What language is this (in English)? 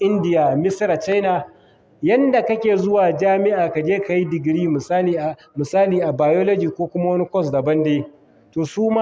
Hausa